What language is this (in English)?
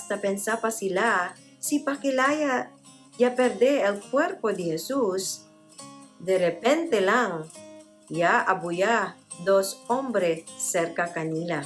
Chavacano